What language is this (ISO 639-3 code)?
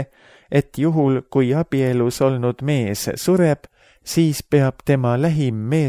est